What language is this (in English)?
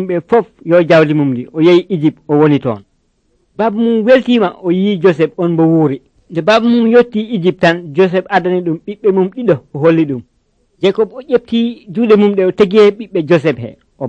Nigerian Fulfulde